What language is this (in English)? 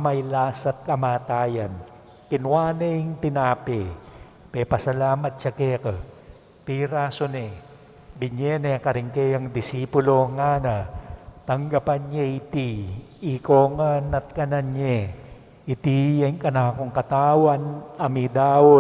Pampanga